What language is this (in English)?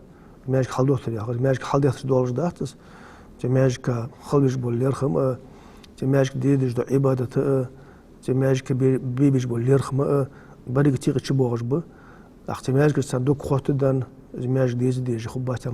Ingush